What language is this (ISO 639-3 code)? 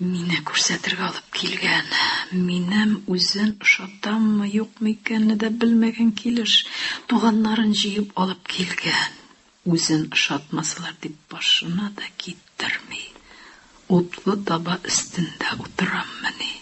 tat